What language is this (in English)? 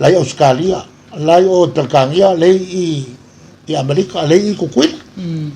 Samoan